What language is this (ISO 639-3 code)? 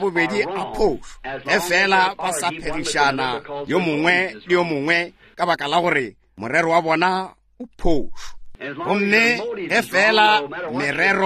nso